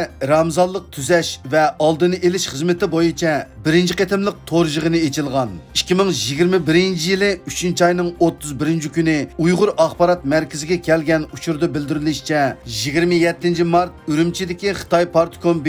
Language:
Uyghur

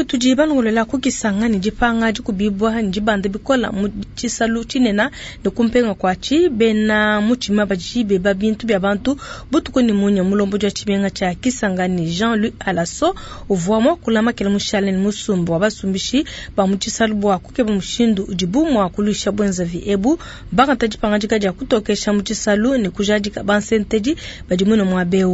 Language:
Luba-Lulua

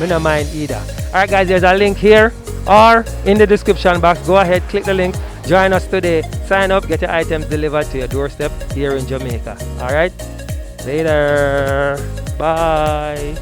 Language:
Jamaican Creole English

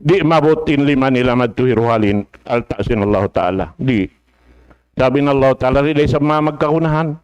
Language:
Tausug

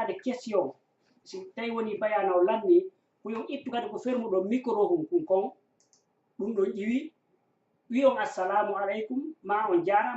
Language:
Fula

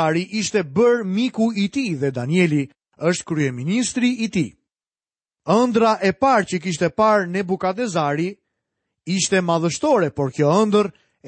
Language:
Albanian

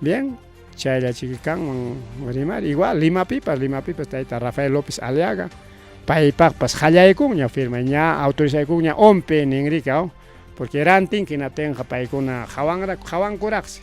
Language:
Ayacucho Quechua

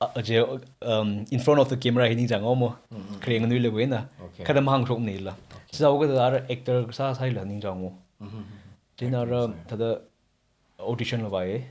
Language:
Tangkhul Naga (India)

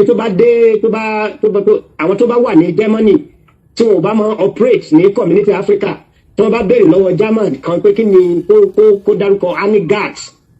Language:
Yoruba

